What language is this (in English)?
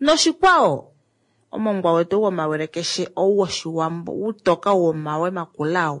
Kuanyama